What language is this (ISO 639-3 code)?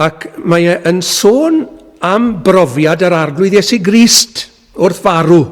cym